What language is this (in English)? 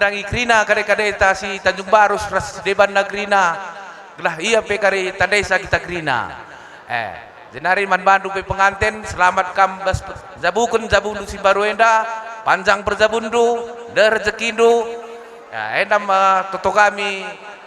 Batak Karo